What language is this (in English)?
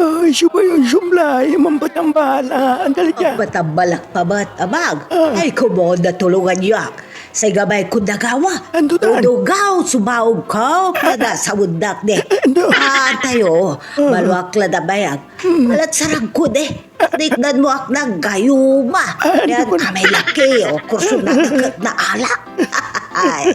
Pangasinan